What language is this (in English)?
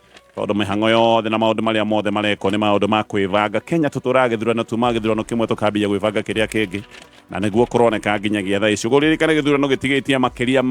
Kikuyu